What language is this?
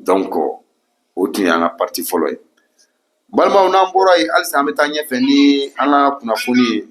Bambara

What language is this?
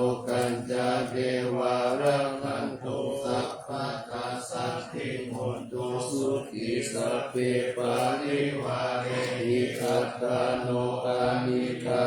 Pali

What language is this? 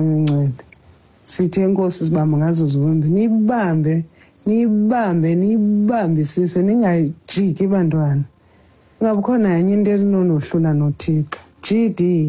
Xhosa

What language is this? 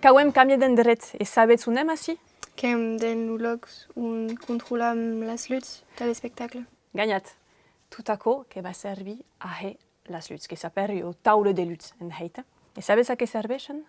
Occitan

